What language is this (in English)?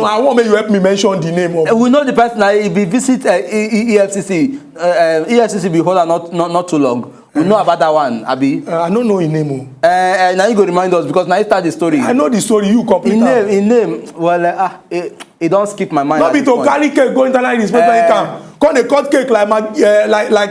Nigerian Pidgin